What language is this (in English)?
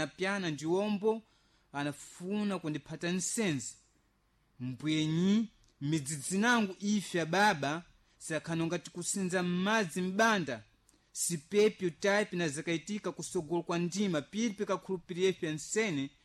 Sena